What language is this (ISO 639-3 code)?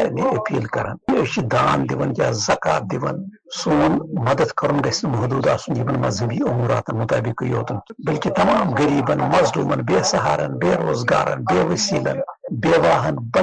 kas